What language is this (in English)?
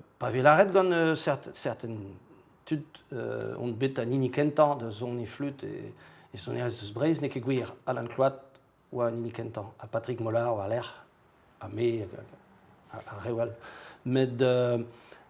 Breton